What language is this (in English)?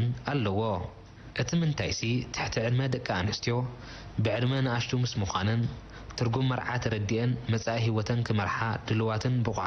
Tigrinya